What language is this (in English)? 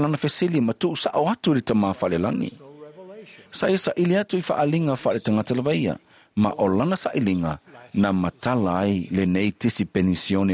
Samoan